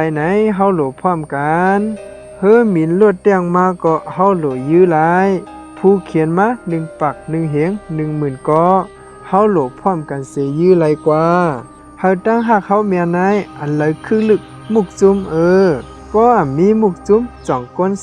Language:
Shan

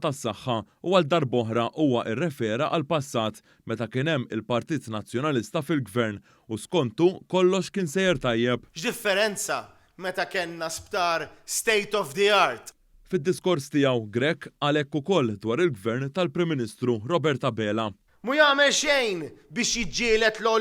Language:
Maltese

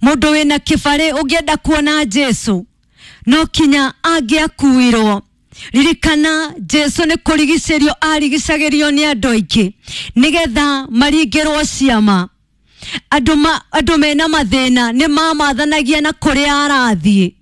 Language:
Kikuyu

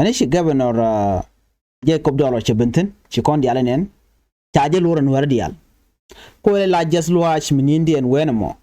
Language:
Nuer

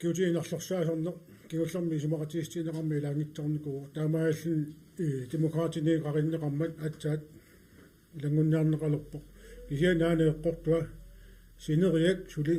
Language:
Kalaallisut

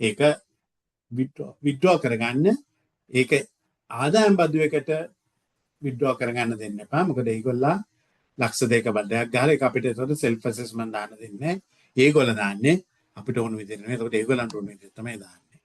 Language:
Sinhala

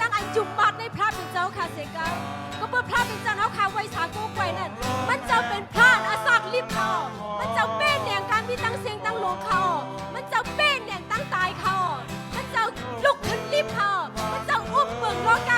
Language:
Shan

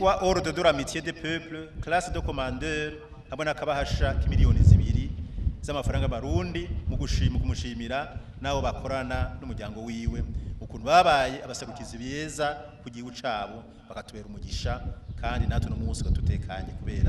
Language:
Rundi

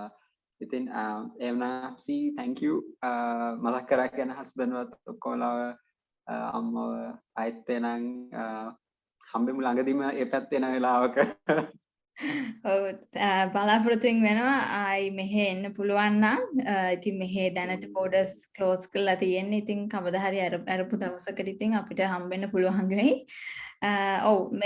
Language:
Sinhala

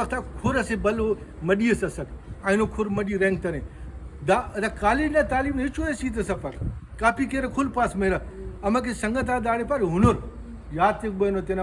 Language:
Brahui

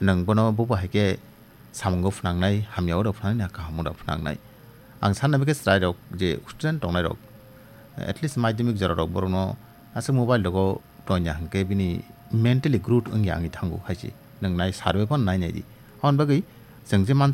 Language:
Kok Borok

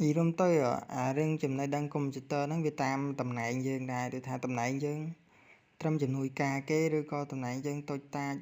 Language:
Khmer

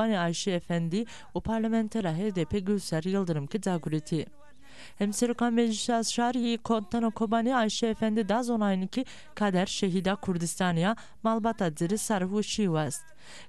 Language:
Zaza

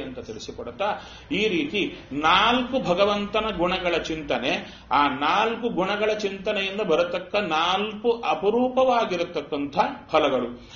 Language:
Kannada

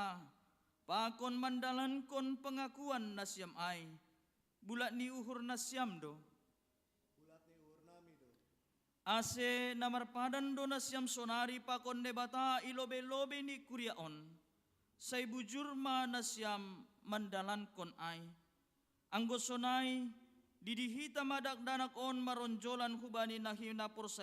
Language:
Batak Simalungun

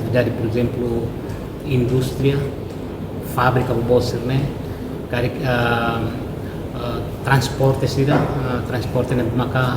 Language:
Tetum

